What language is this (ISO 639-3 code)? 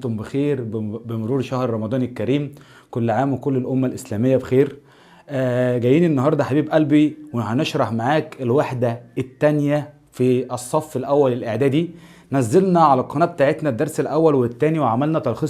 arz